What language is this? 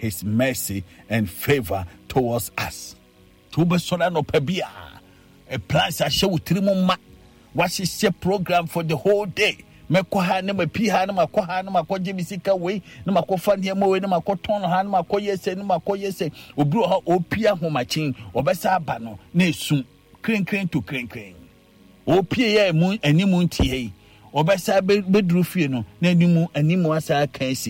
Akan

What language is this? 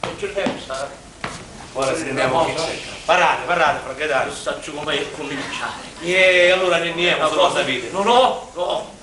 Sicilian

